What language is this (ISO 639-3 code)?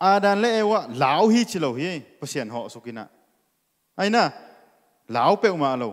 ctd